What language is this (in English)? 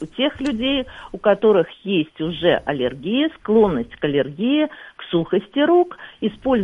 Russian